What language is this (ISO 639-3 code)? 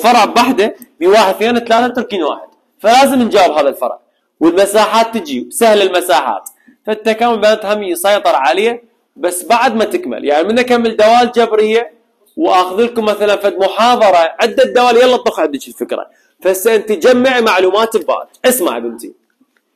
acm